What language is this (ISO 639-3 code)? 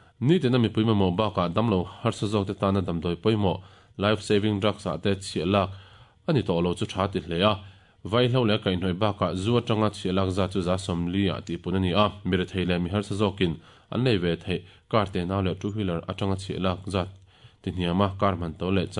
lus